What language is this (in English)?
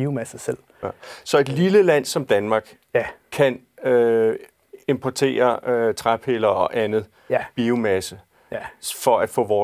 Danish